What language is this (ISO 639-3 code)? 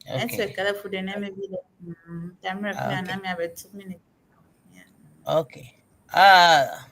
ewe